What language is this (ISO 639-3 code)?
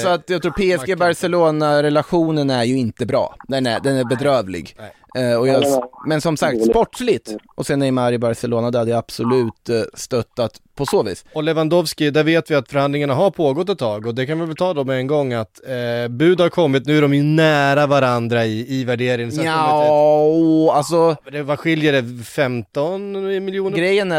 swe